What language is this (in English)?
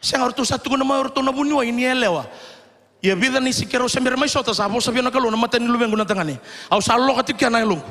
Fijian